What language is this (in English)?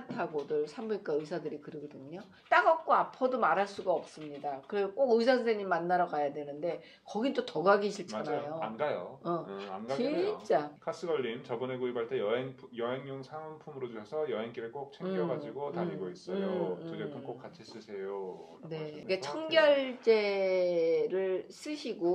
Korean